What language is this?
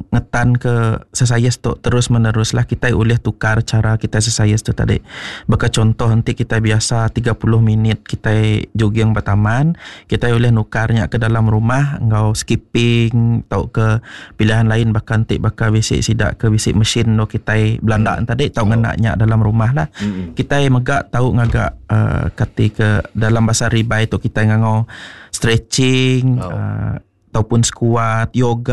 Iban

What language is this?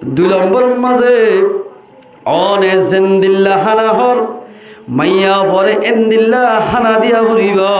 Rohingya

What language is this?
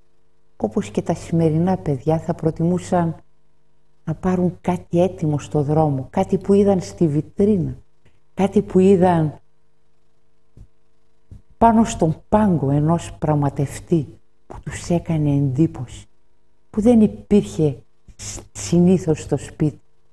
Greek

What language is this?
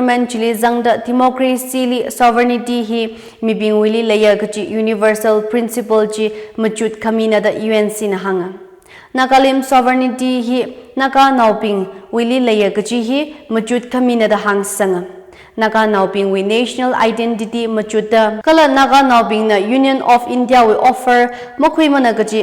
Tangkhul Naga (India)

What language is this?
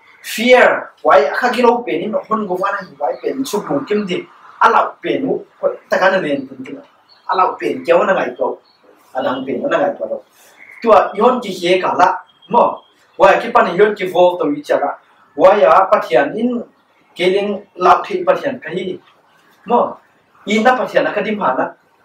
Paite Chin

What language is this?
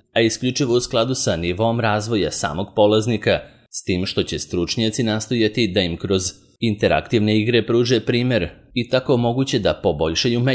Serbian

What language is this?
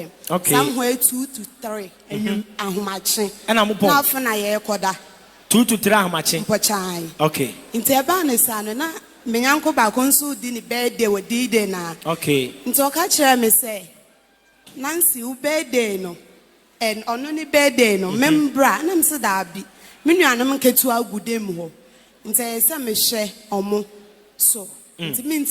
Akan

